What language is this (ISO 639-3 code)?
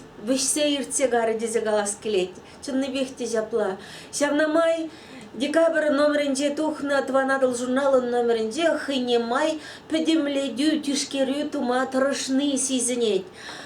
chv